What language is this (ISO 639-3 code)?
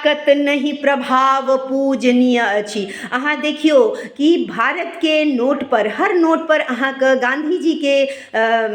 mai